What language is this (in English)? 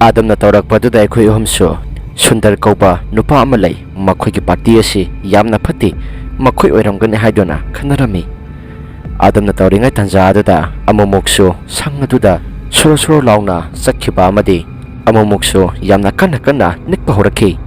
Manipuri